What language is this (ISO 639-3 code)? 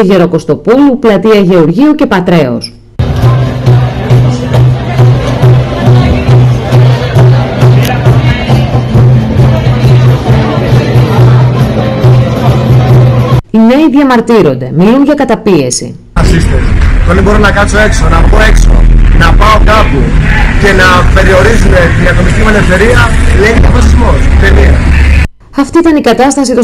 ell